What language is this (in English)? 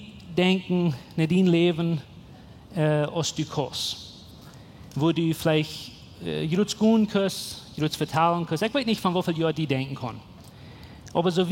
Plautdietsch